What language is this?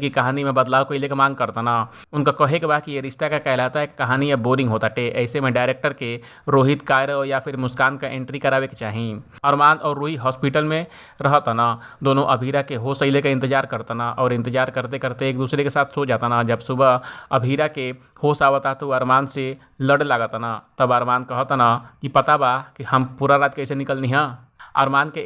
Bhojpuri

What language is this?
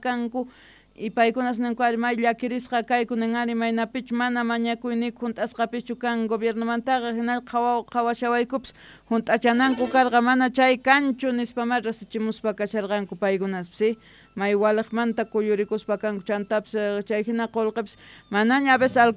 South Bolivian Quechua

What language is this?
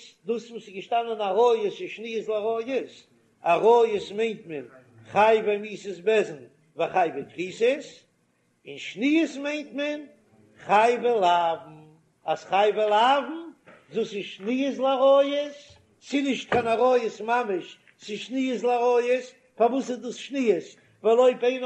Yiddish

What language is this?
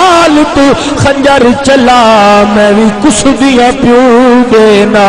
Saraiki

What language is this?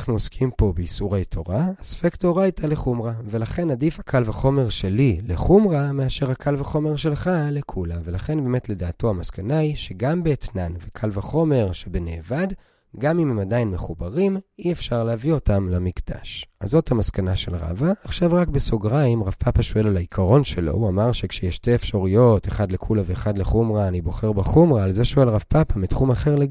Hebrew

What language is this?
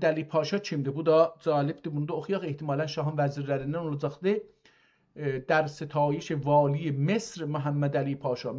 South Azerbaijani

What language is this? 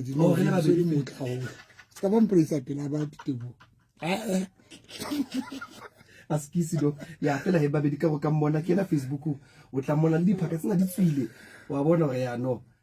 Southern Sotho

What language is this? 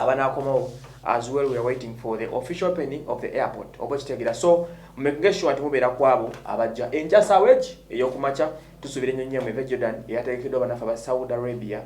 Ganda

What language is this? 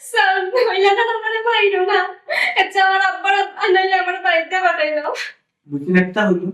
Sylheti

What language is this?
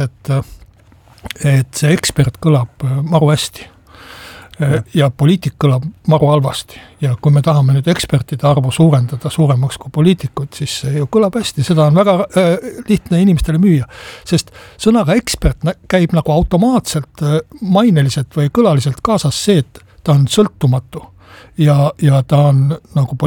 Estonian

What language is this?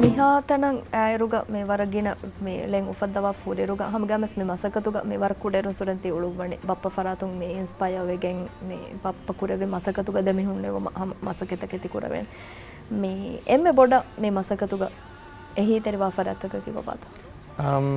Divehi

